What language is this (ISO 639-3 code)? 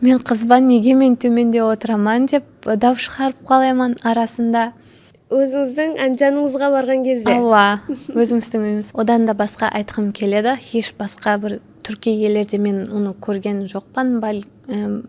kaa